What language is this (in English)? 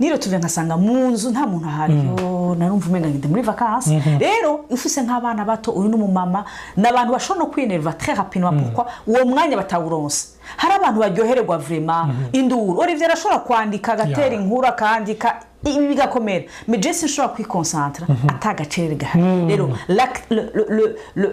Rundi